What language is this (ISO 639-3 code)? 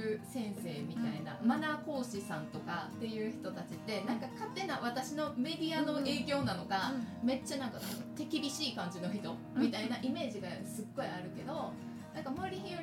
jpn